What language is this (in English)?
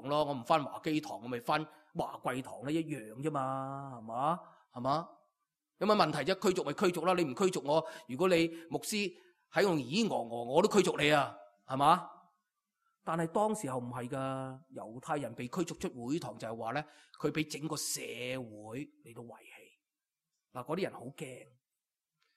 Cantonese